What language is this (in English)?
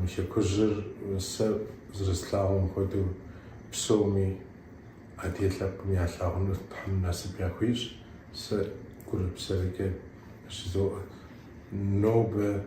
Kabardian